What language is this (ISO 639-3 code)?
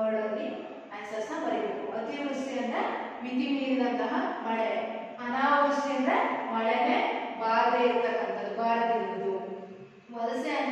kan